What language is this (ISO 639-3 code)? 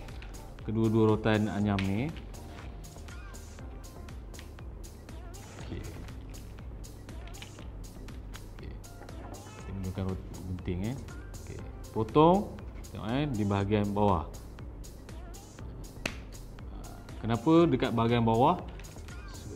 msa